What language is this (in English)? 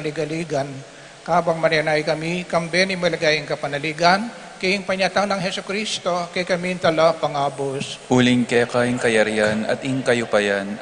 Pampanga